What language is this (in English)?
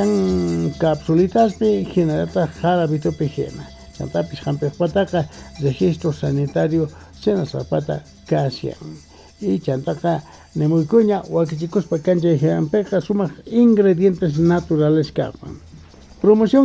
South Bolivian Quechua